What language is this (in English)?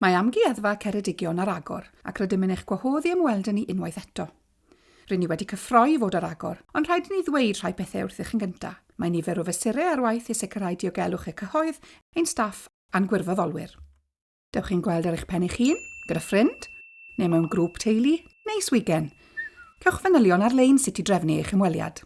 Welsh